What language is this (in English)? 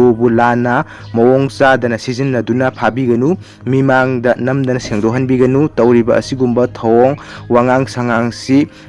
Manipuri